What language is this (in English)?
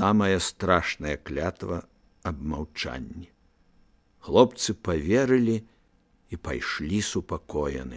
Belarusian